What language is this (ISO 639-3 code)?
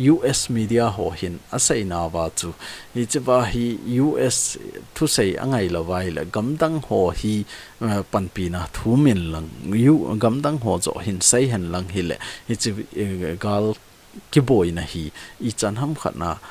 tcz